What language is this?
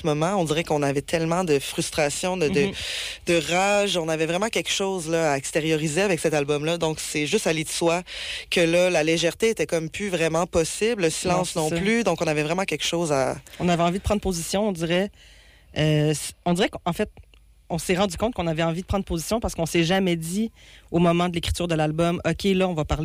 French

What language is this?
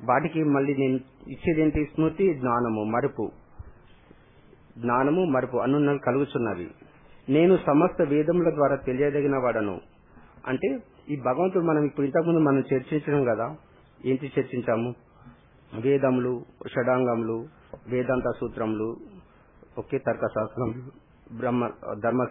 Telugu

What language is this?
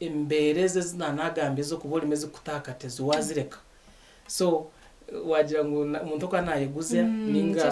Nyankole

